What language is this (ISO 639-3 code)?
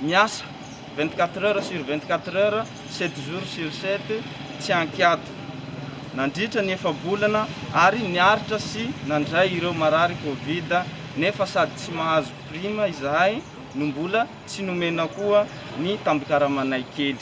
mlg